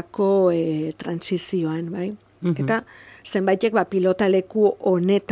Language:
Basque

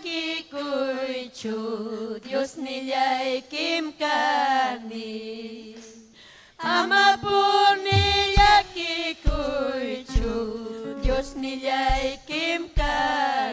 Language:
Ayacucho Quechua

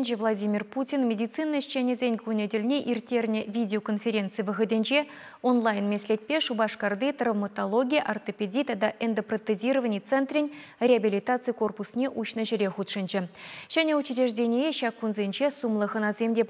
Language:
Chuvash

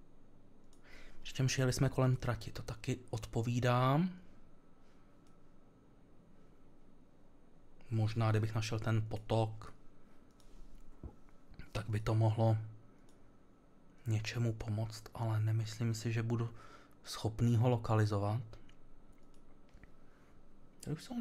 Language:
Czech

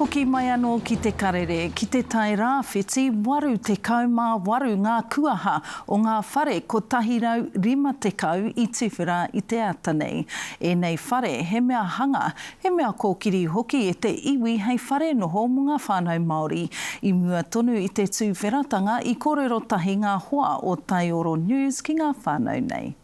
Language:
Māori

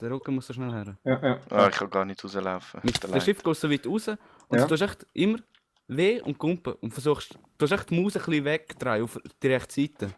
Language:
Swiss German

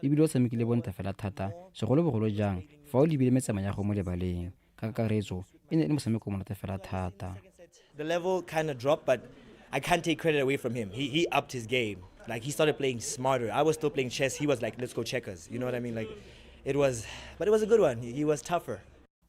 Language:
Tswana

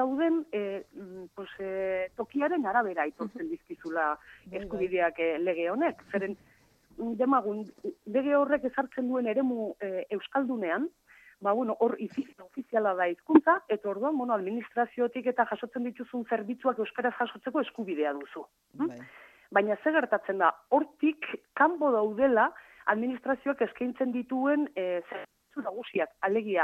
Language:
Basque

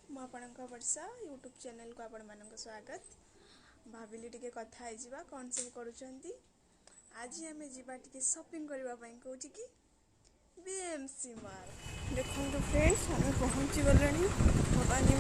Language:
Odia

